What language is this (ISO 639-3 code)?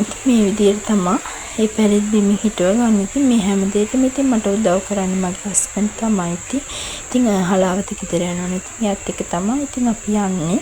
sin